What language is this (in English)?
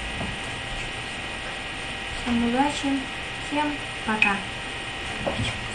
Russian